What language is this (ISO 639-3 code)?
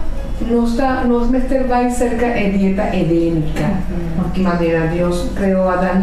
pap